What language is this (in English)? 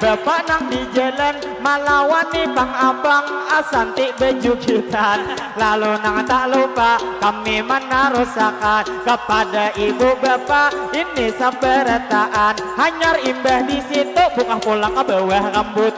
Banjar